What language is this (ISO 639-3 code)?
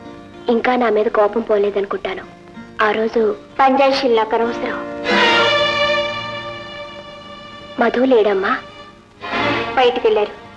tel